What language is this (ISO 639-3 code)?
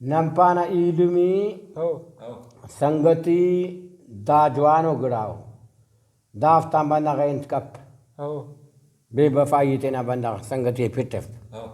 brh